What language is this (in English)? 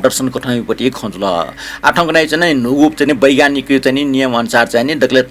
Newari